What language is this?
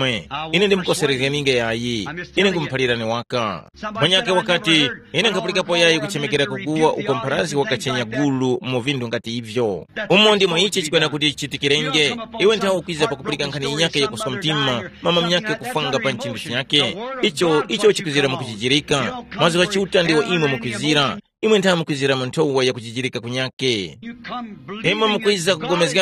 Tumbuka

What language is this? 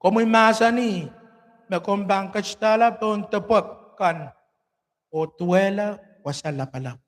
Pohnpeian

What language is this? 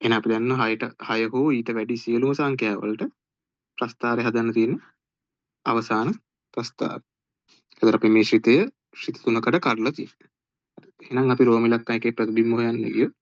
Sinhala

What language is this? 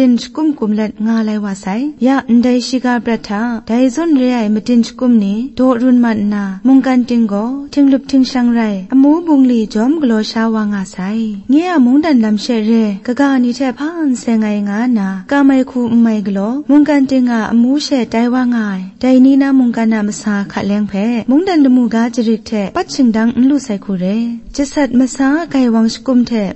Kachin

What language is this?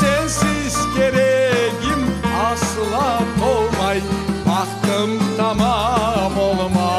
Crimean Tatar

